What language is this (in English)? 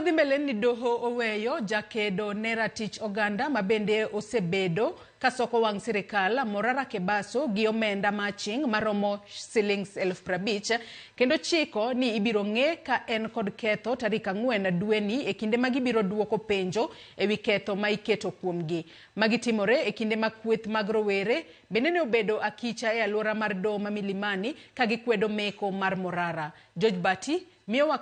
Luo (Kenya and Tanzania)